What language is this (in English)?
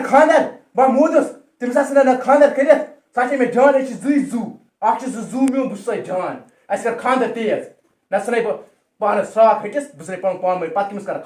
Kashmiri